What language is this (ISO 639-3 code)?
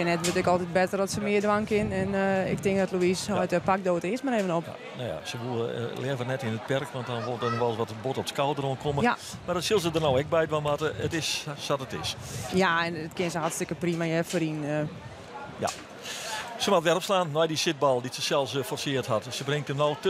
fry